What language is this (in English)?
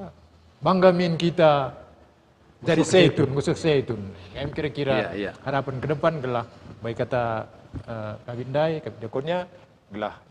Batak Karo